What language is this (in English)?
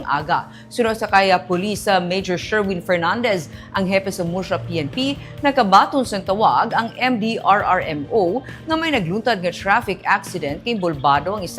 Hiligaynon